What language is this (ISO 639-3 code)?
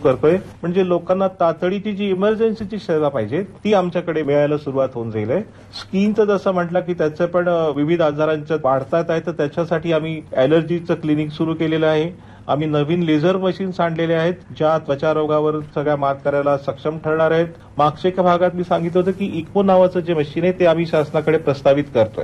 mar